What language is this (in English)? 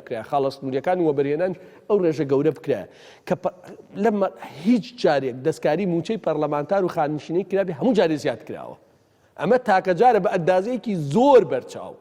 Central Kurdish